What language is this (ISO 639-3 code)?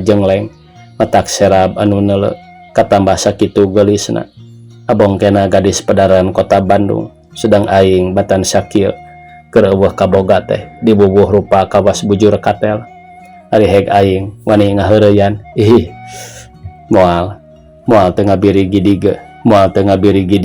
sun